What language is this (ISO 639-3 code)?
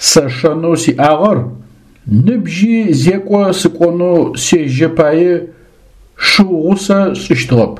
ady